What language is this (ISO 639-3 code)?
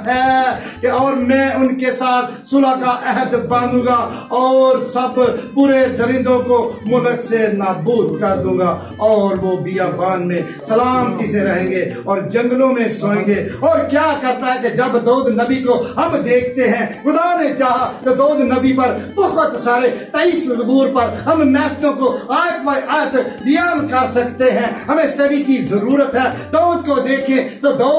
urd